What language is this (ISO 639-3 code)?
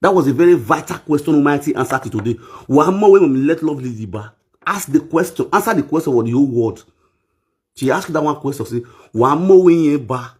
pcm